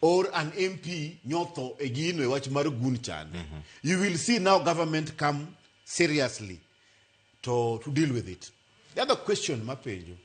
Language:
Luo (Kenya and Tanzania)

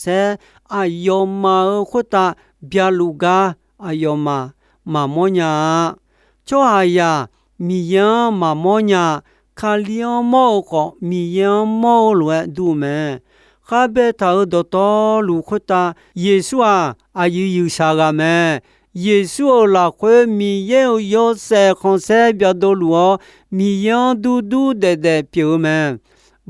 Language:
Akha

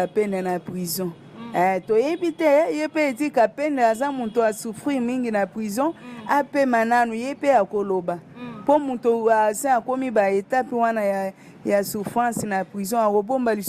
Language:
Lingala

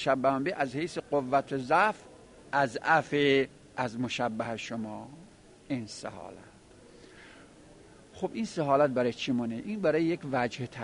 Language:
Persian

